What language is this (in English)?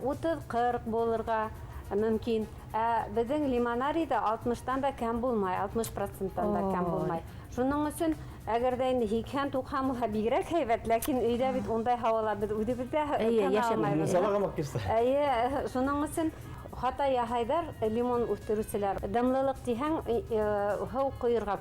Bashkir